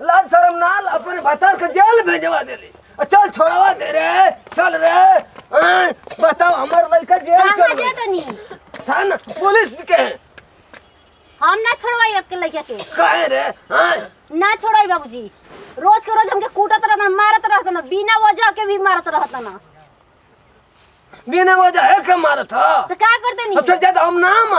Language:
Bhojpuri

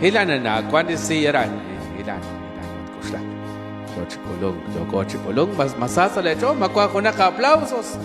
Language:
Kekchí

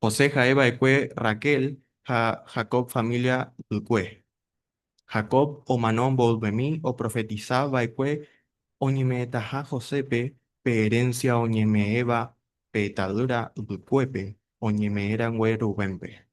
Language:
Guarani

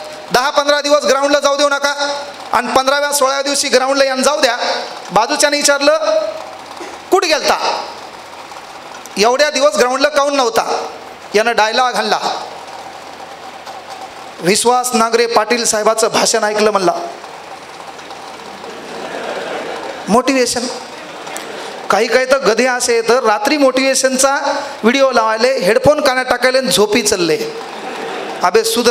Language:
Marathi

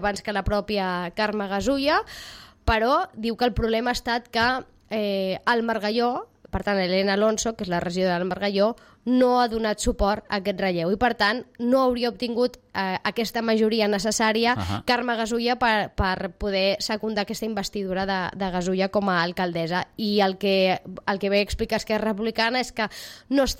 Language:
Catalan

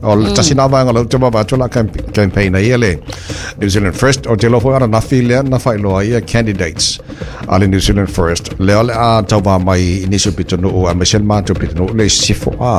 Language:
Samoan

